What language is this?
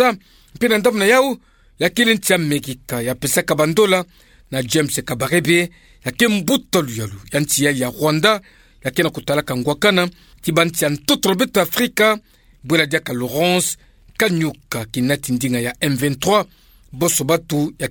Kituba (Democratic Republic of Congo)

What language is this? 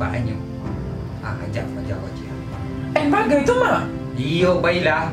Minangkabau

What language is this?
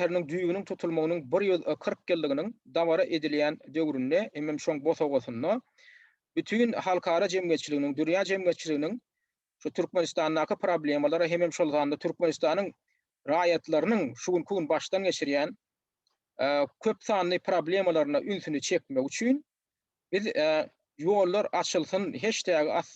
Turkmen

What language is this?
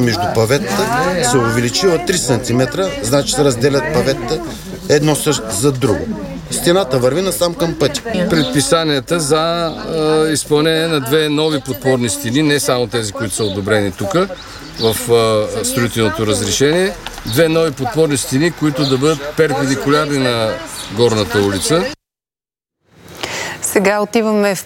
Bulgarian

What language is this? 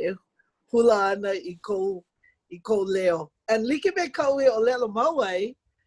Hawaiian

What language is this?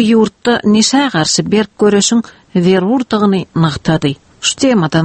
Turkmen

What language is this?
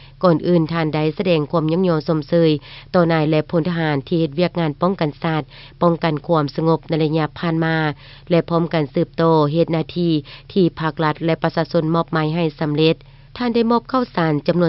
Lao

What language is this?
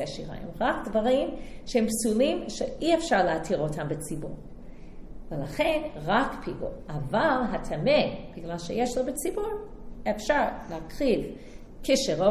Hebrew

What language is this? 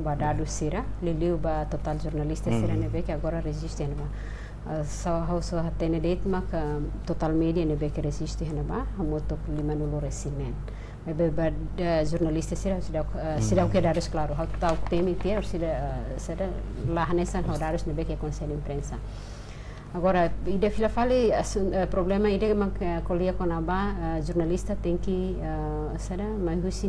Tetum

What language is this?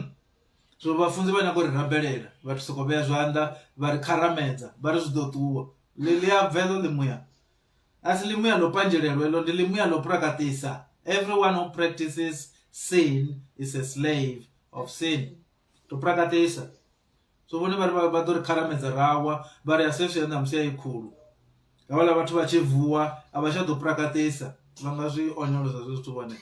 Venda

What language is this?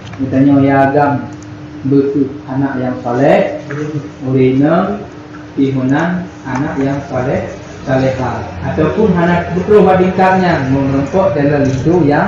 Achinese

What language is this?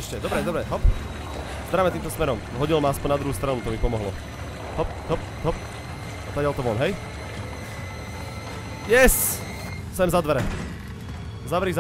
Slovak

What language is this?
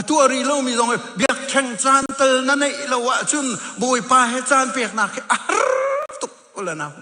Hakha Chin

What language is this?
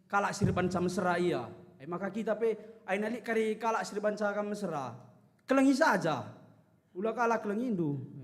Batak Karo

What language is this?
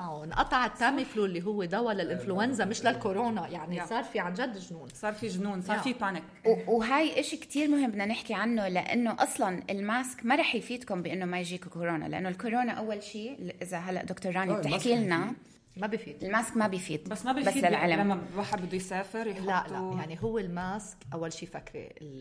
North Levantine Arabic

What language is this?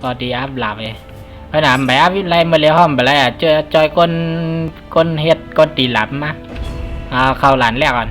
Shan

